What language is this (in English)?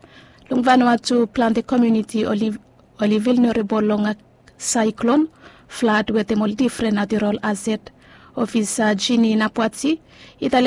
Bislama